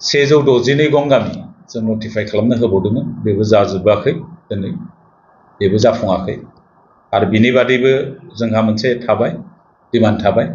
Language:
Bodo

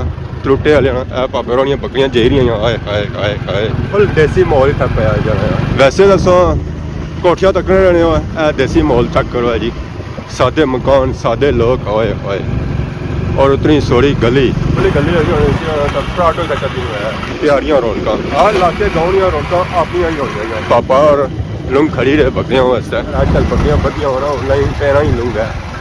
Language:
Pahari-Potwari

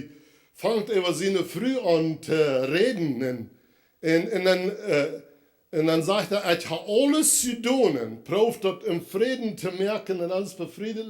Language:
Plautdietsch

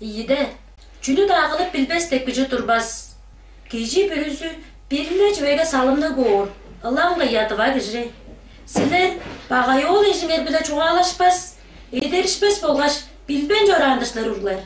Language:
Tuvinian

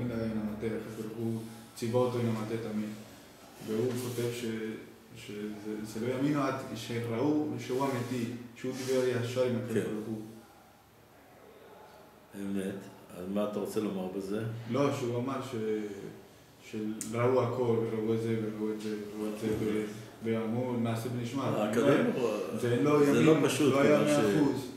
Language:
Hebrew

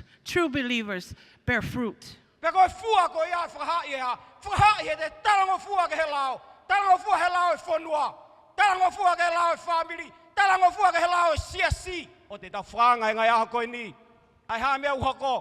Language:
Tongan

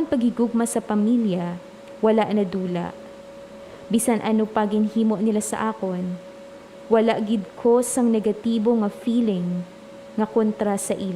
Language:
Hiligaynon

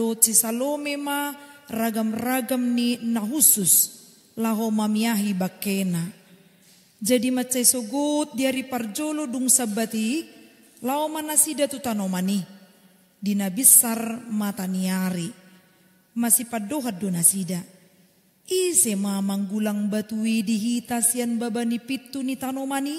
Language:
Batak Toba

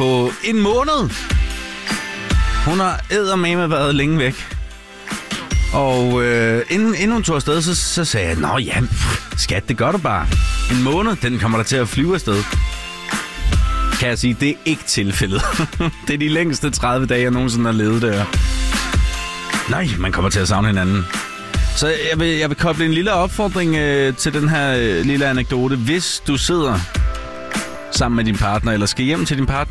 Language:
Danish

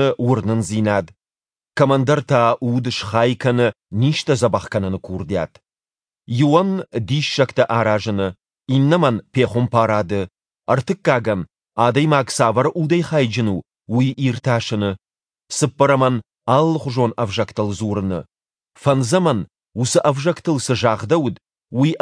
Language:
Ossetic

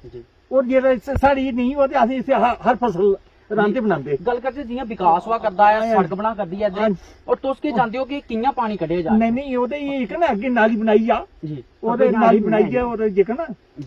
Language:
Dogri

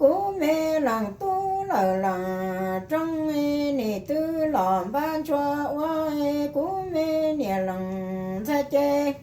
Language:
Hmong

